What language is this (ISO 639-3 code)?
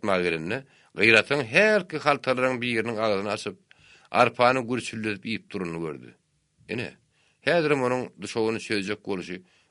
tuk